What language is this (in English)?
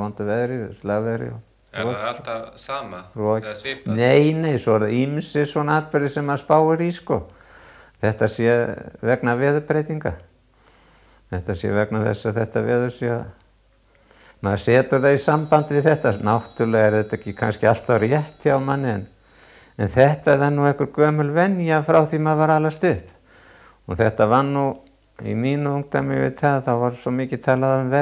Icelandic